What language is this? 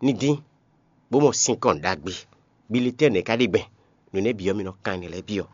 Fon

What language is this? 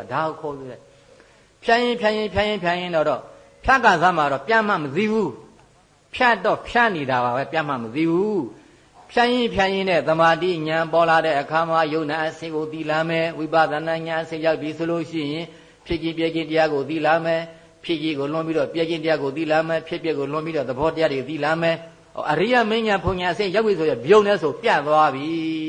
Burmese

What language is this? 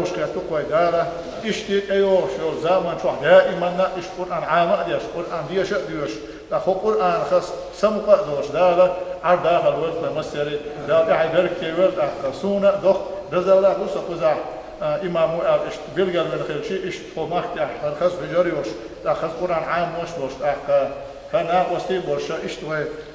Chechen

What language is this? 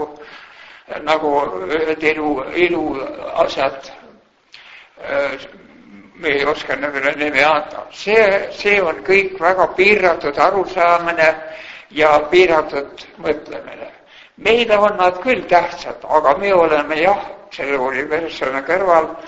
Estonian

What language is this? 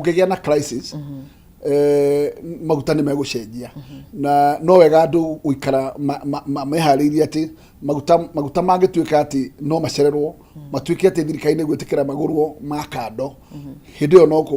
Kikuyu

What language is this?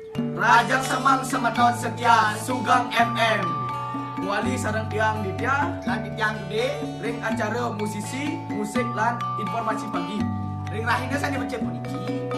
Balinese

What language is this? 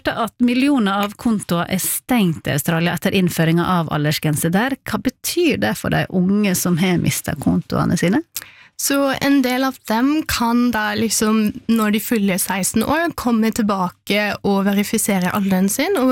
Norwegian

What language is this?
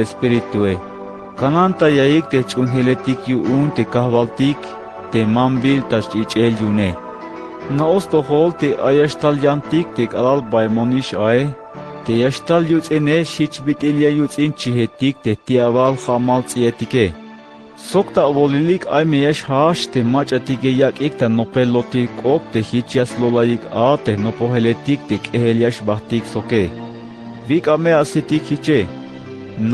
Tzeltal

